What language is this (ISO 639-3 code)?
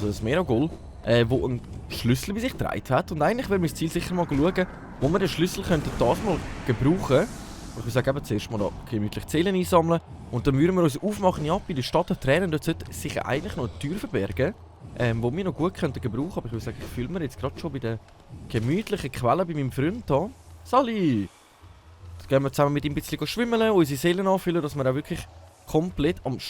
gsw